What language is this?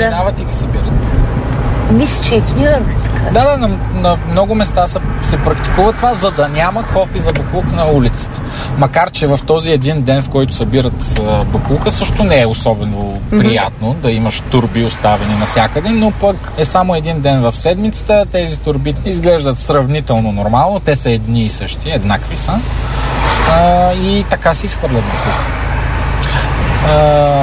Bulgarian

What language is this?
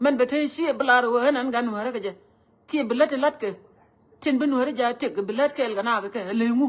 Nuer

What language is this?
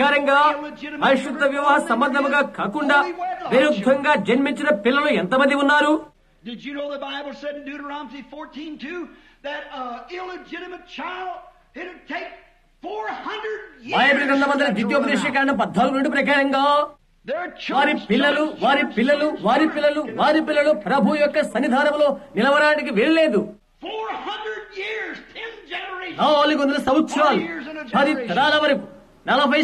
Telugu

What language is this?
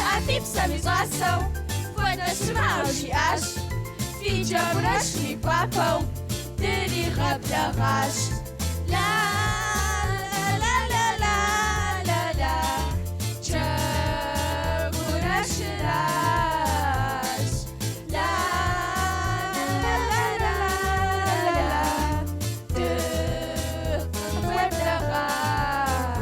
Kabardian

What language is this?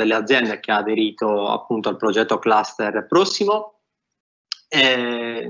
Italian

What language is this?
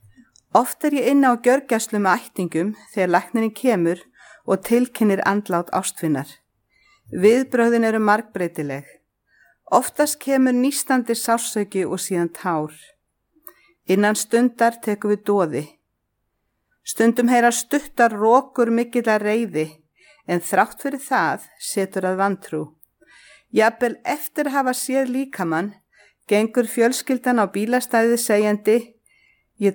Icelandic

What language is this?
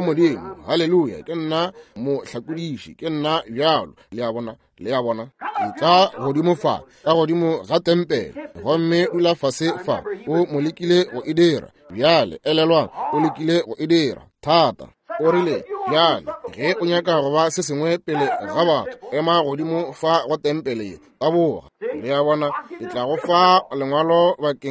Northern Sotho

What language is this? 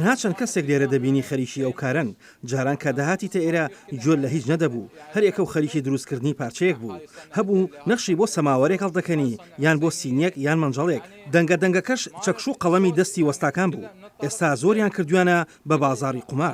Central Kurdish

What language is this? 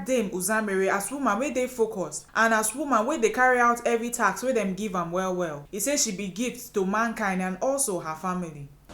Nigerian Pidgin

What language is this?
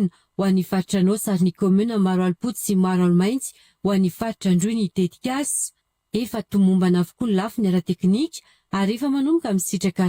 Malagasy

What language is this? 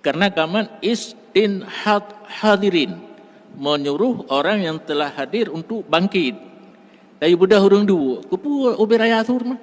Achinese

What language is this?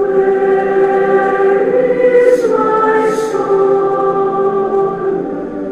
Tongan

